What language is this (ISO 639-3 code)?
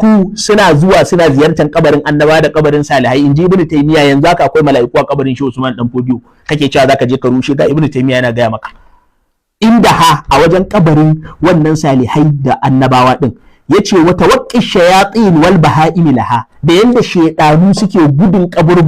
hau